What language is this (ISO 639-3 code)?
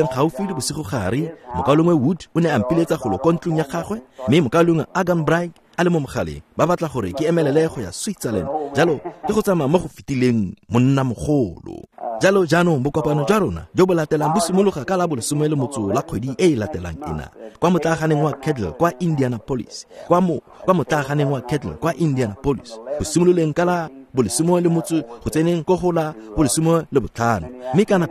tsn